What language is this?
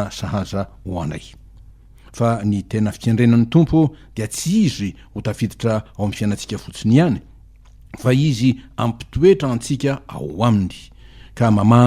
Malagasy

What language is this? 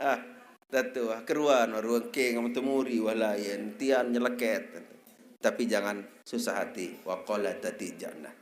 Sasak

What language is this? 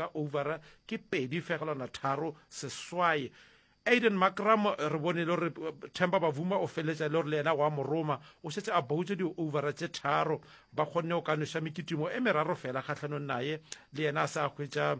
Northern Sotho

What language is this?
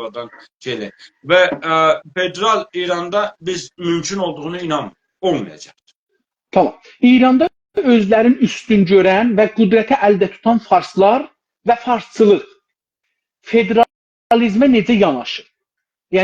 South Azerbaijani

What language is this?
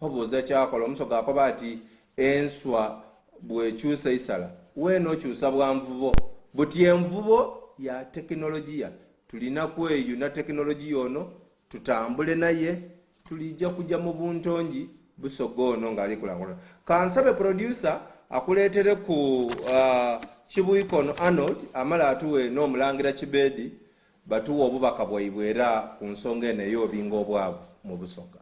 Soga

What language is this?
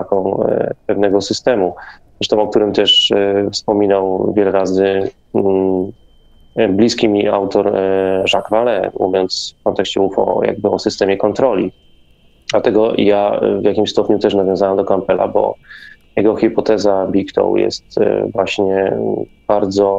Polish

